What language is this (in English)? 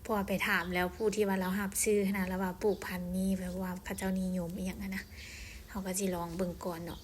Lao